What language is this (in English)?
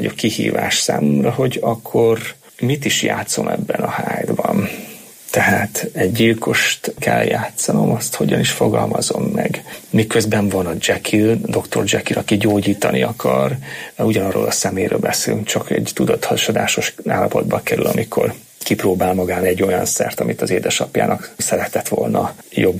Hungarian